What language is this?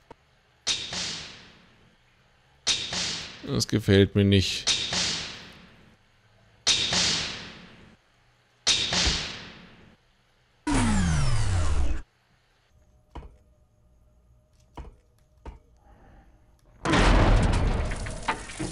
German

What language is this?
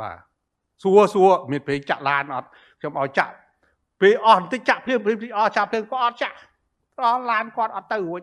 Khmer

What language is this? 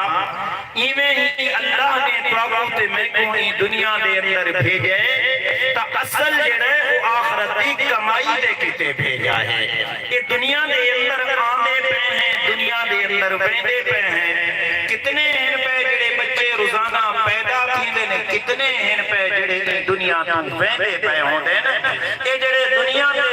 Saraiki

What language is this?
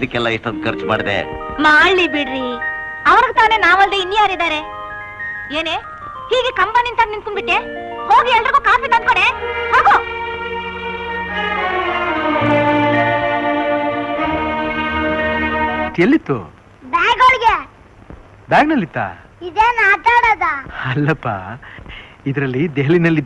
Kannada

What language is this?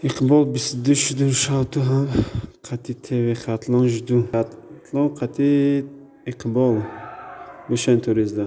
Tajik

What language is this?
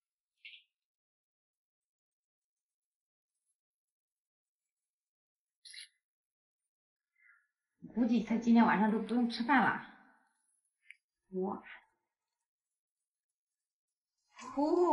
Chinese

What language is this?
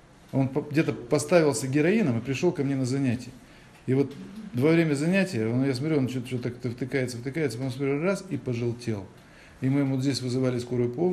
Russian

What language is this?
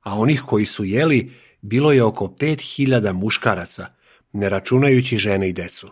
Serbian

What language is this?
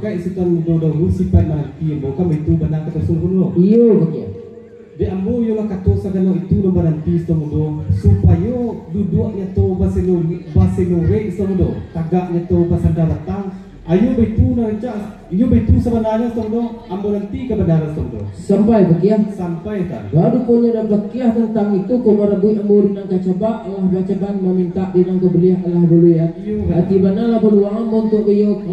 Minangkabau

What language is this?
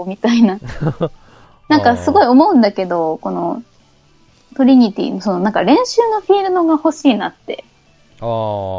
Japanese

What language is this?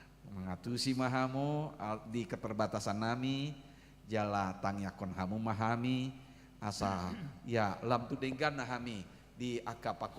Batak Toba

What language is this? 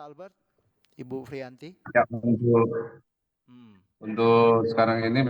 Manado Malay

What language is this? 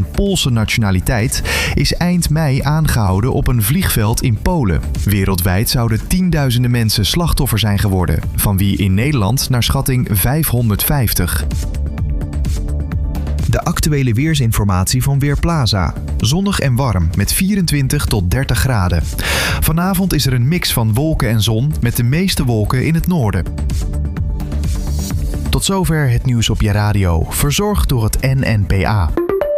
Dutch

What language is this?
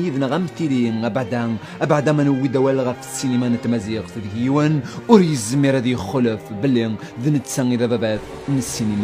Kabyle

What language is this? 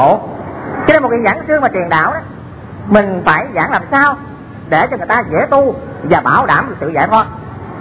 Vietnamese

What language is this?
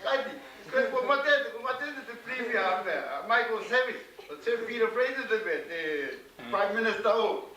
Māori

